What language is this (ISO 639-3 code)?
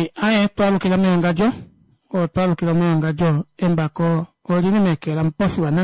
kua